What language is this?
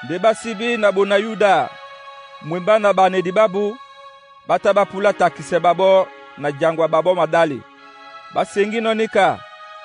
Duala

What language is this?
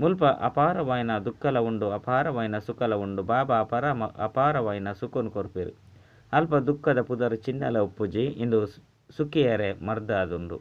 Tulu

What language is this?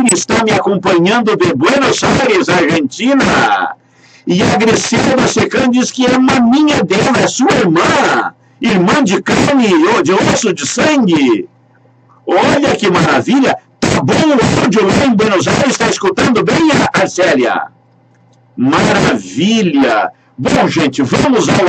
Portuguese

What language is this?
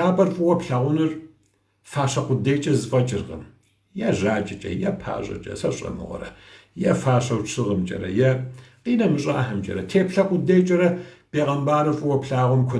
Kabardian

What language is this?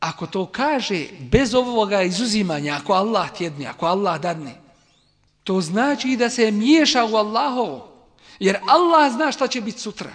Bosnian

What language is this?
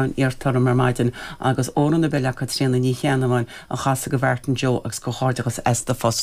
Irish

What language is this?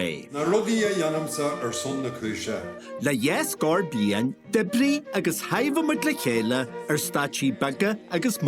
Irish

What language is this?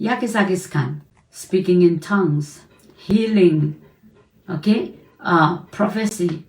Pohnpeian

